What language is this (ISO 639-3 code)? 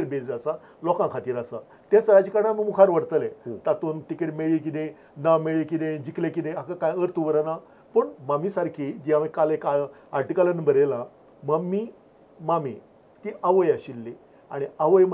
kok